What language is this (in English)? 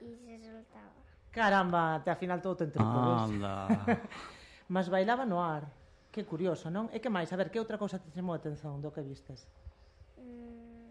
Galician